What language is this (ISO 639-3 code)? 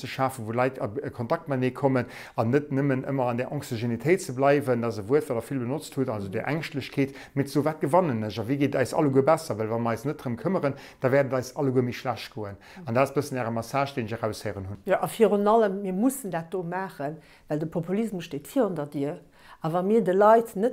ltz